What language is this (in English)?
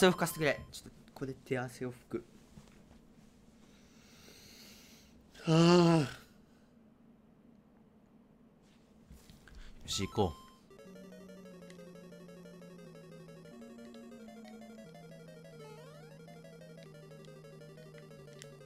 Japanese